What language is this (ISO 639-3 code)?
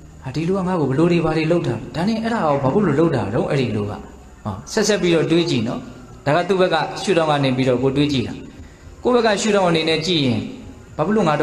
mya